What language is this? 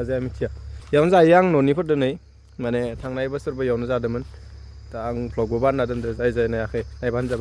Bodo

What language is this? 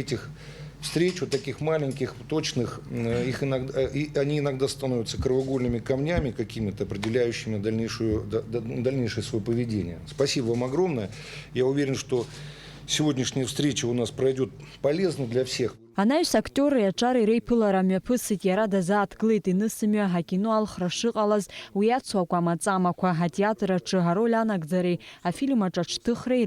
Abkhazian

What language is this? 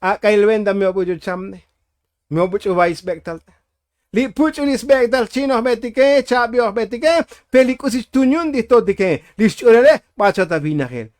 Tzotzil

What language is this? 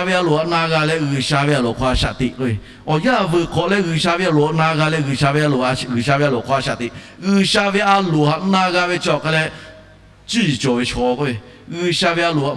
Lahu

